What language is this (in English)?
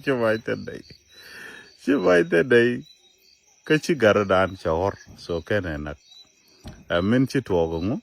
Nuer